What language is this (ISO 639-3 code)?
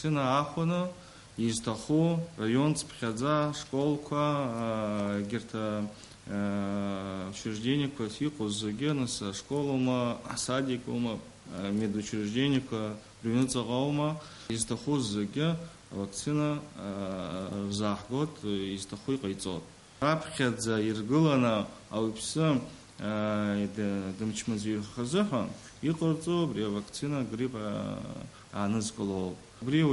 abk